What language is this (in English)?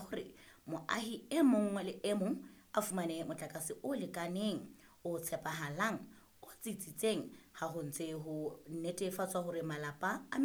Southern Sotho